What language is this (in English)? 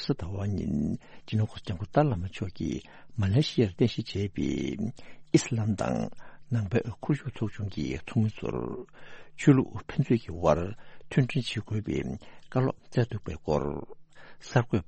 Tibetan